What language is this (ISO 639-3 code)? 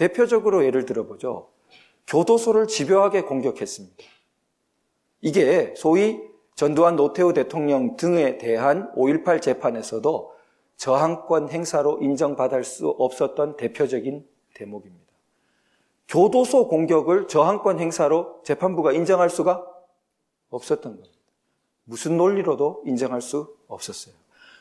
kor